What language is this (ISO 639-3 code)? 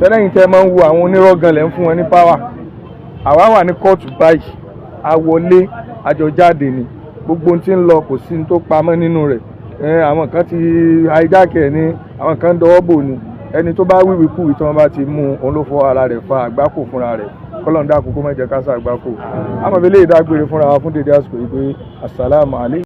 yor